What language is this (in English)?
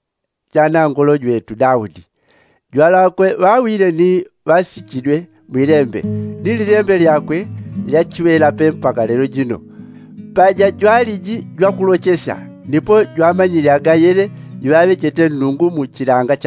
Yao